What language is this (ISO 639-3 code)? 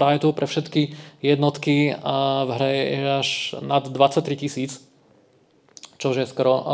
slk